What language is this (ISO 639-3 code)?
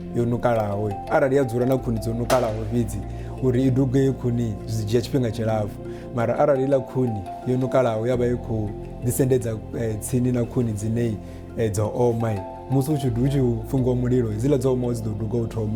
ven